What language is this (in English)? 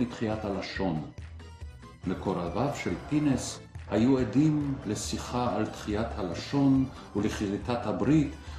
Hebrew